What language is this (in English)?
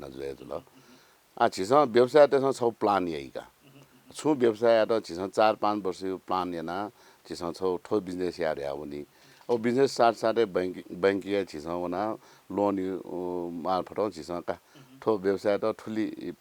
Newari